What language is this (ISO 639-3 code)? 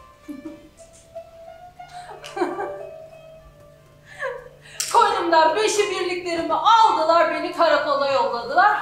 tur